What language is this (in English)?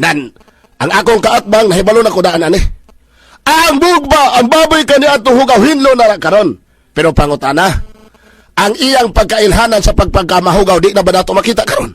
Cebuano